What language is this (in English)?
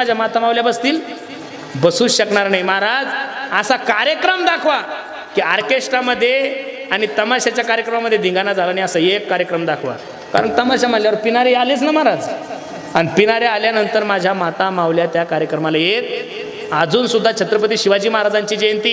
Marathi